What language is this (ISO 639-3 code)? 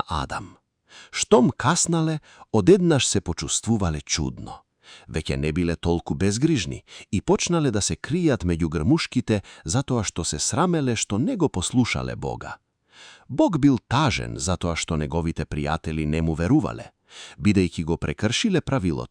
mkd